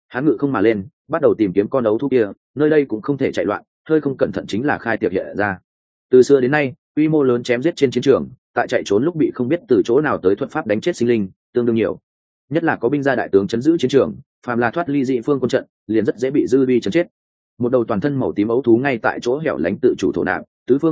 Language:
Vietnamese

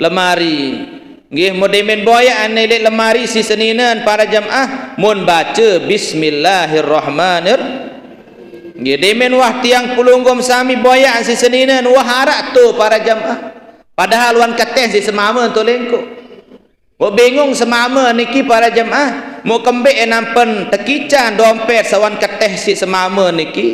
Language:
Sasak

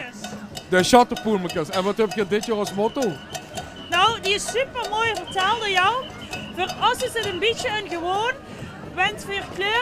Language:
Limburgish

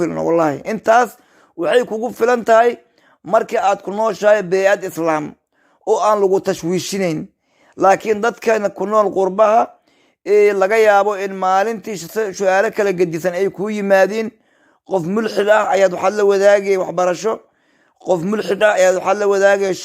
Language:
Somali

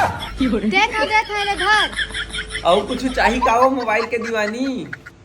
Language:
Chhattisgarhi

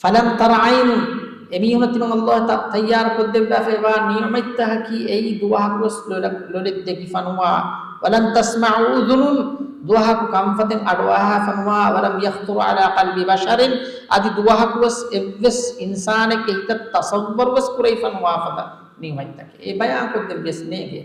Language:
Divehi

